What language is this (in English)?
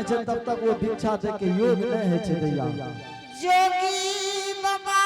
Angika